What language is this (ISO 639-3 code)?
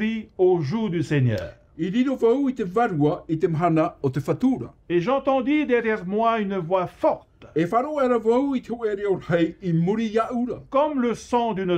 tah